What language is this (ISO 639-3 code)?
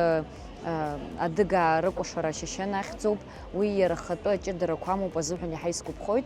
abk